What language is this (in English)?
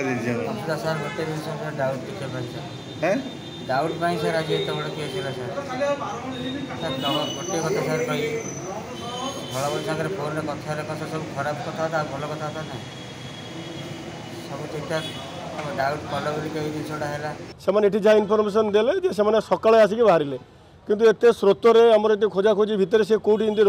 Odia